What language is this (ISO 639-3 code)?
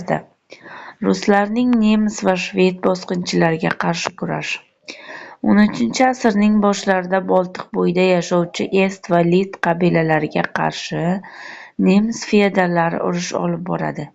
uzb